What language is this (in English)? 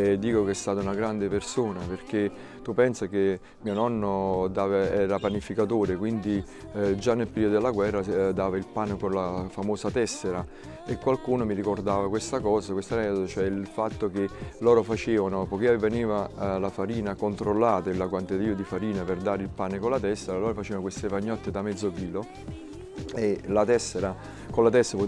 Italian